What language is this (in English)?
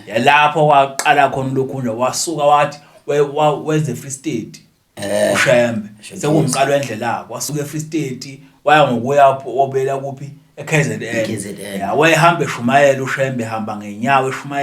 Zulu